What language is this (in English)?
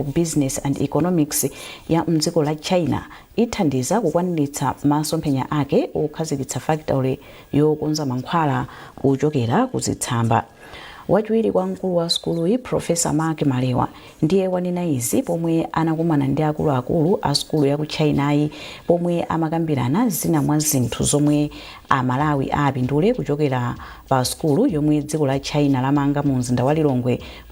Nyanja